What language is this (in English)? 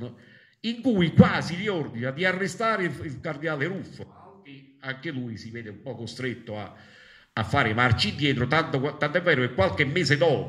Italian